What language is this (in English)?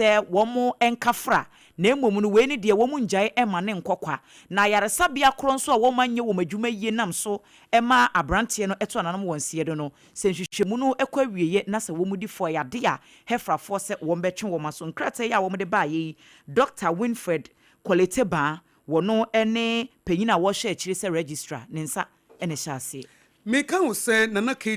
Akan